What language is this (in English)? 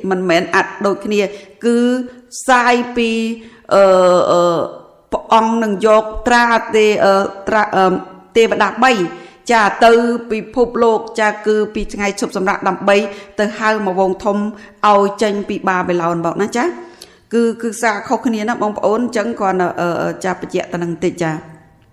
Khmer